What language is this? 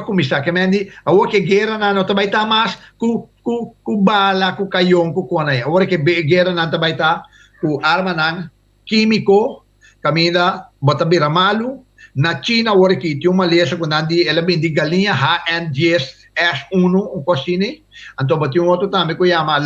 Papiamento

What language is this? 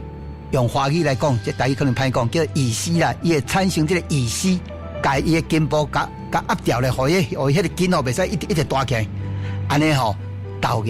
Min Nan Chinese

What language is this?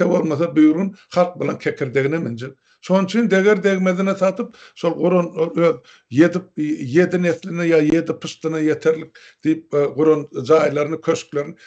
Turkmen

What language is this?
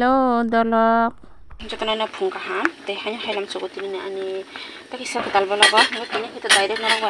Kok Borok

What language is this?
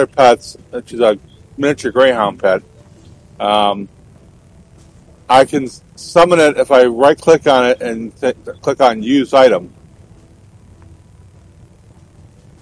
English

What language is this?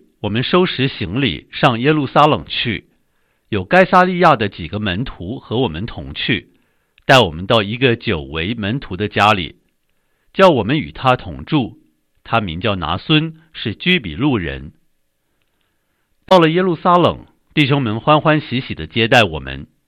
Chinese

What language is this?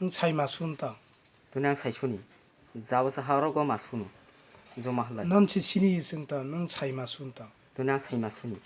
Kok Borok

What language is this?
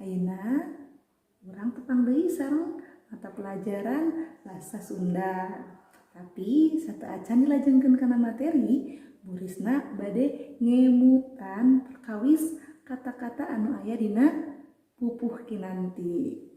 Sundanese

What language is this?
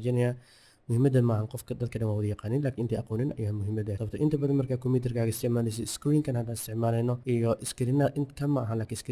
Somali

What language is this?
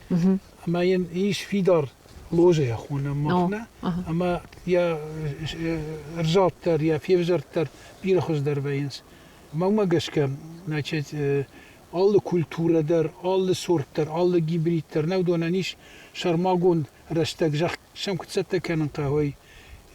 Ossetic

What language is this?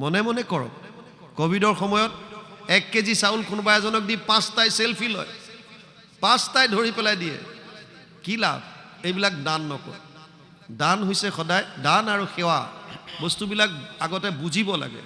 Assamese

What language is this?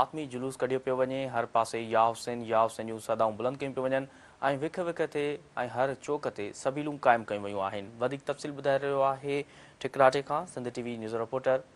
Sindhi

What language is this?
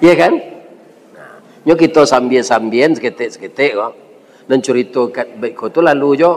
Minangkabau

